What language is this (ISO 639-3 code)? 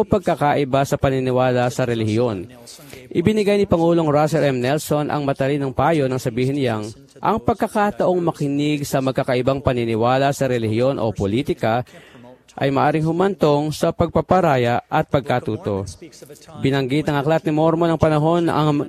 fil